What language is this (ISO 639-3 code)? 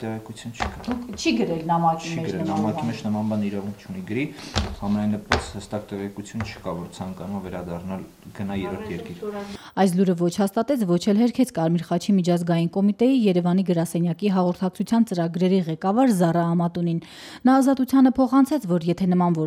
hye